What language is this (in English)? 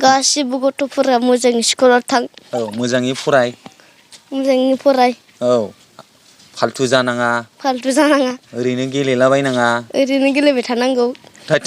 Bodo